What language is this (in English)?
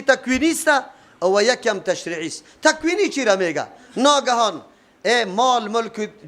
Persian